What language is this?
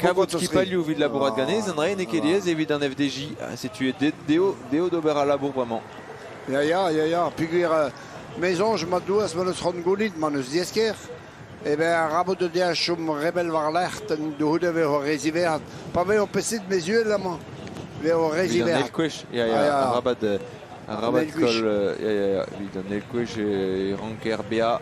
Breton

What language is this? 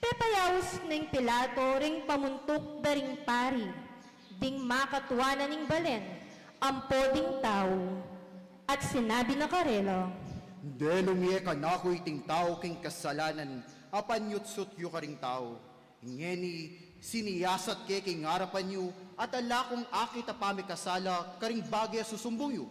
Pampanga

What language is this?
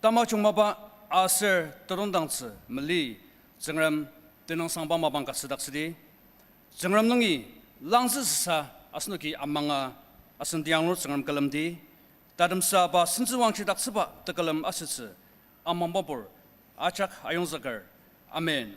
Ao Naga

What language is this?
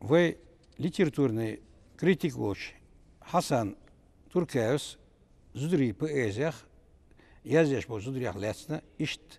Chechen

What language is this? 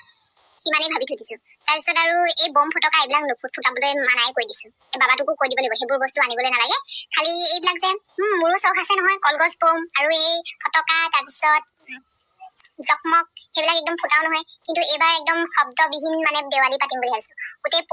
Assamese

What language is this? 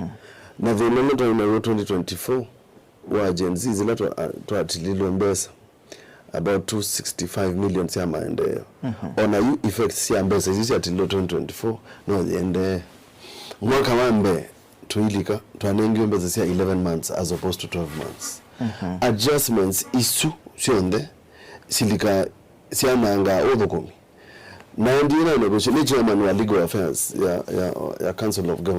Kamba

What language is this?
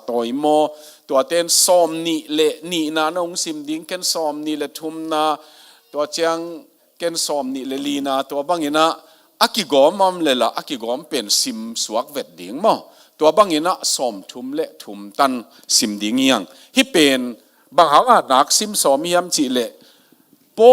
Tedim Chin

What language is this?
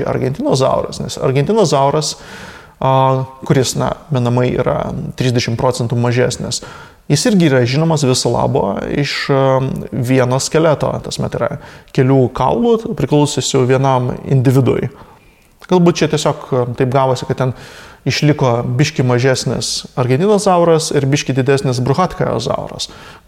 Lithuanian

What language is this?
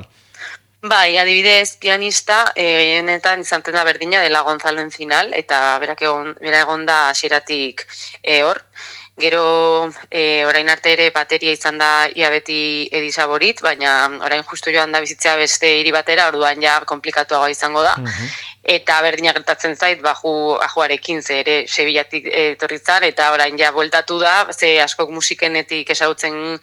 Basque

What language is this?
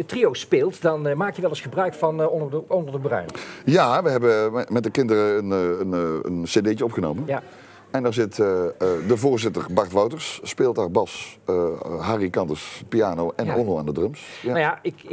Dutch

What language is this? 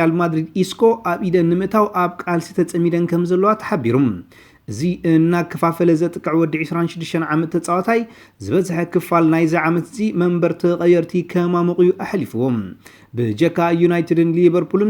Tigrinya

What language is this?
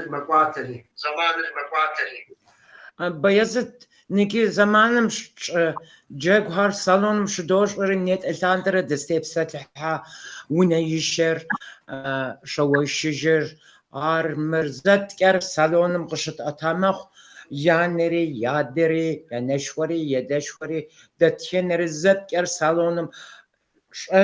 Kabardian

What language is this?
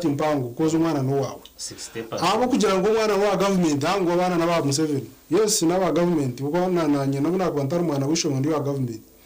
Nyankole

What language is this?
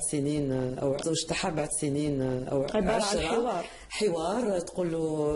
Algerian Arabic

